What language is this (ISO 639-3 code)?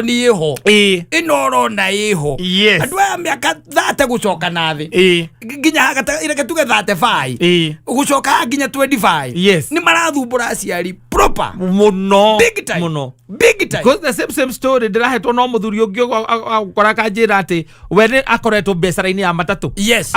kik